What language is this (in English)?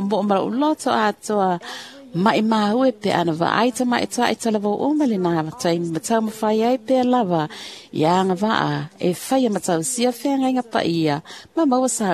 Samoan